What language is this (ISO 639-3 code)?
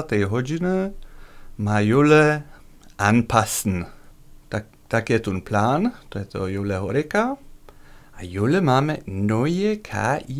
hsb